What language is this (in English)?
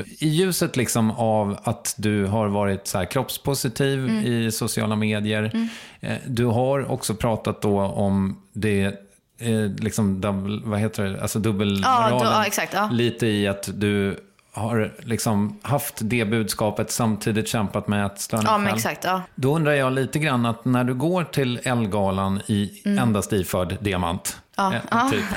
Swedish